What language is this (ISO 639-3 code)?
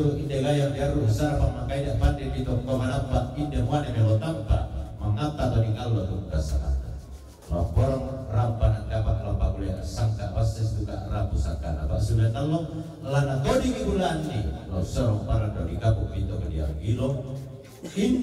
sda